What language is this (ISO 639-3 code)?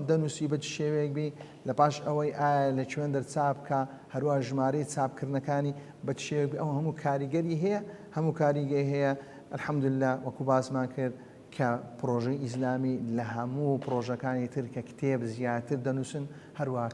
ckb